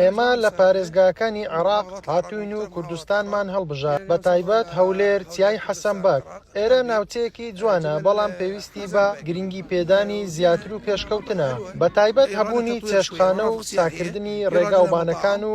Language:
Central Kurdish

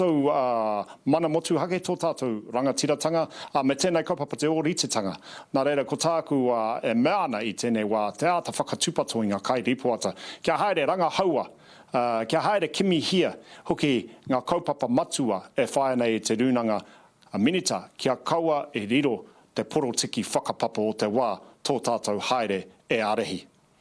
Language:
Māori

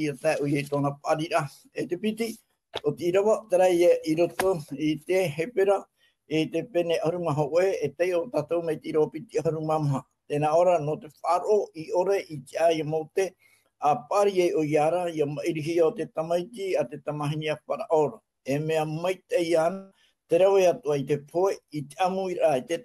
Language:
Tahitian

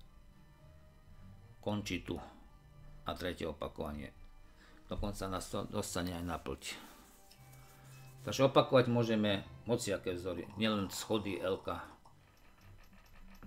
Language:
Slovak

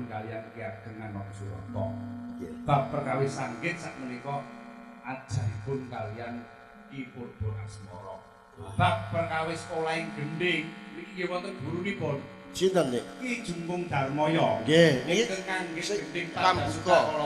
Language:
Javanese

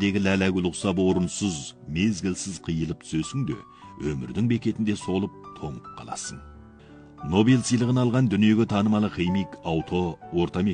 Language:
Kazakh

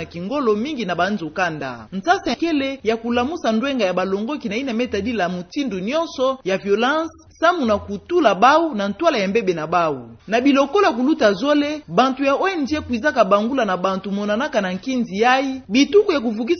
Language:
Kituba (Democratic Republic of Congo)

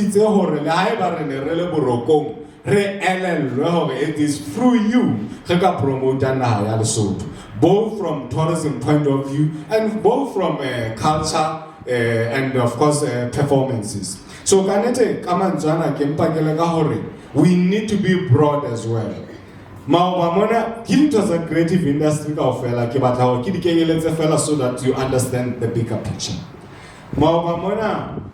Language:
Southern Sotho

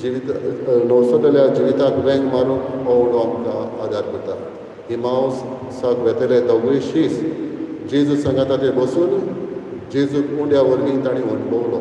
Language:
Konkani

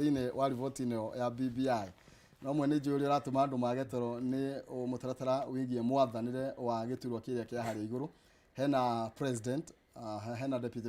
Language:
Kikuyu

